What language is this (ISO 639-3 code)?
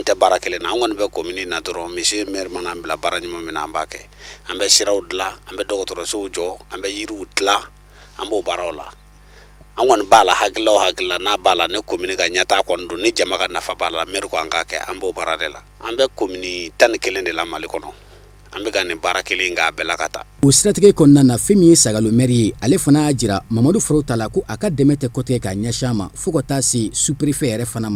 bam